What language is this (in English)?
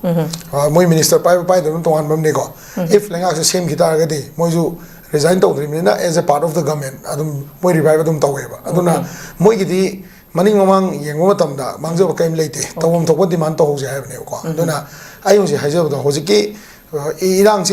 Manipuri